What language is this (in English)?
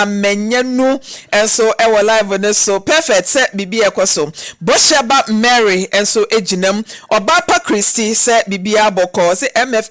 Akan